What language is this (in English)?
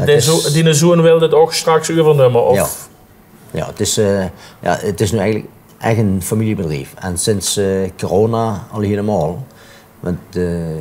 Limburgish